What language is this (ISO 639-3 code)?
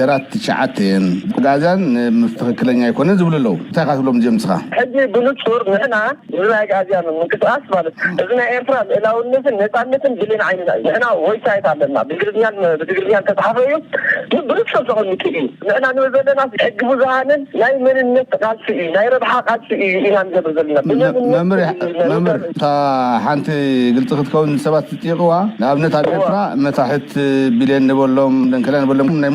tir